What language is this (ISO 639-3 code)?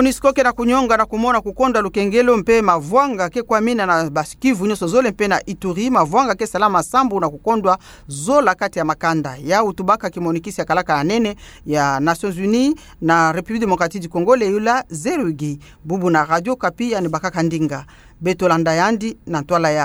ktu